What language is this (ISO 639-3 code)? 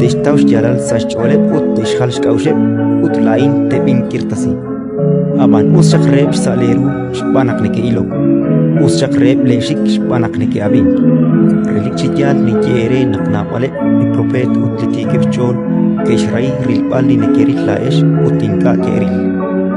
kek